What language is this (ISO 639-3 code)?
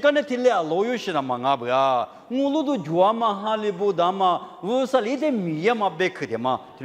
lis